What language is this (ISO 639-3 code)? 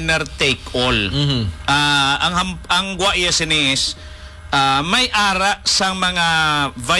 hil